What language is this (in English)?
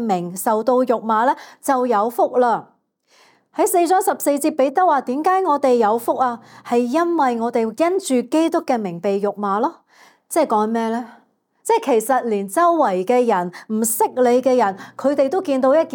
Cantonese